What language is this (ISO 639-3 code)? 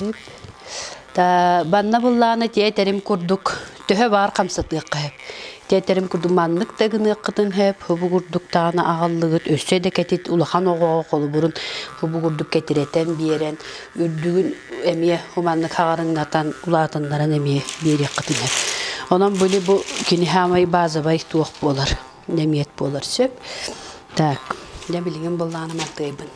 sah